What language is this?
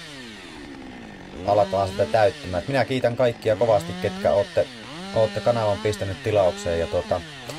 Finnish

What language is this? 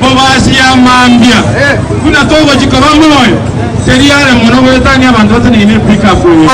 Gusii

